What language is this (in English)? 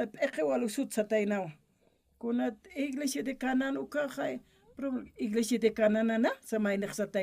Aymara